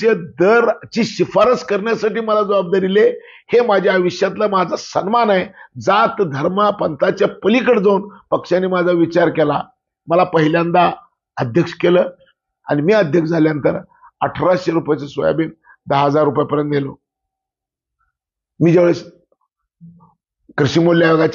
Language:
Marathi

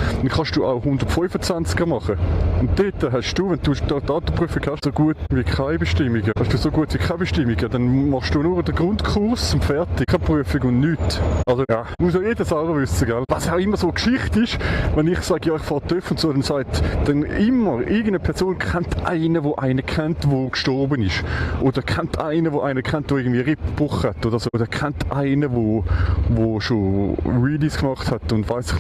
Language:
Swiss German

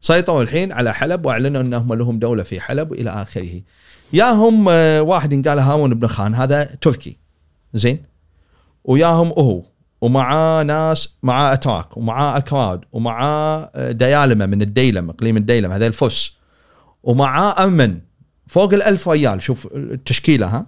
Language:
Gulf Arabic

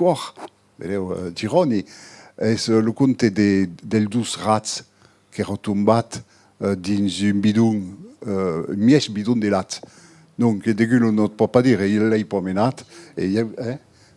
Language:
Occitan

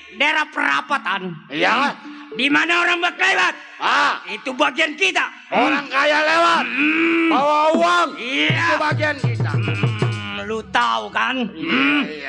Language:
Betawi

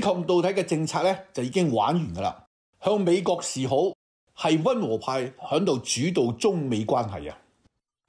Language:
Cantonese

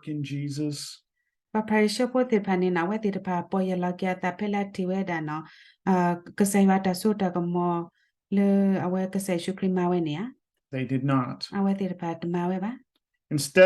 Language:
S'gaw Karen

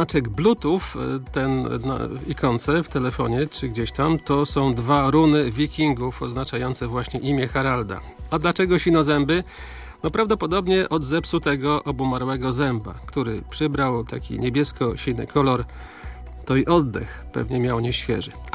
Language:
Polish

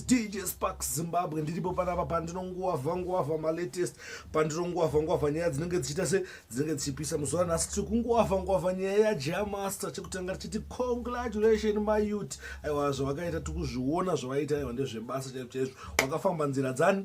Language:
Shona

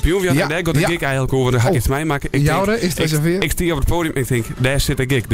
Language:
Western Frisian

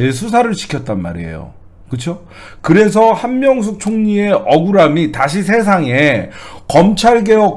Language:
Korean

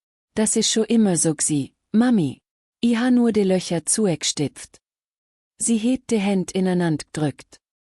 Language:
Swiss German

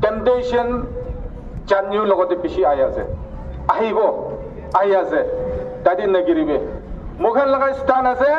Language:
Konyak Naga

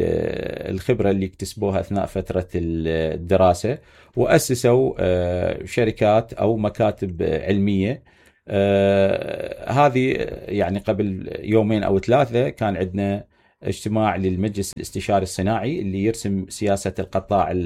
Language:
Mesopotamian Arabic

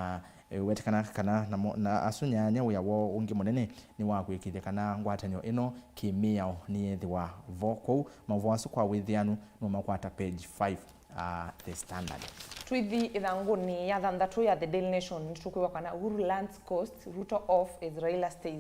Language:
Kamba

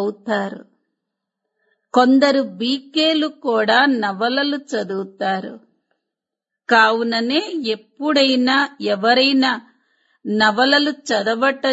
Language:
Telugu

